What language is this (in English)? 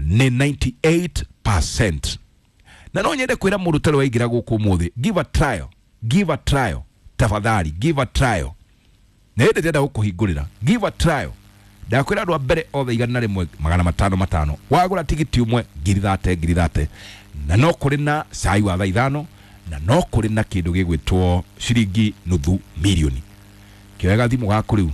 Kikuyu